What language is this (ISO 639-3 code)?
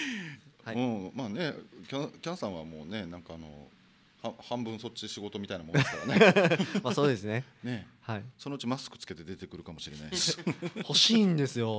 jpn